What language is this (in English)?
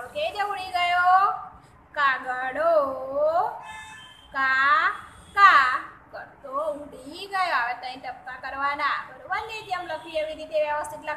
Gujarati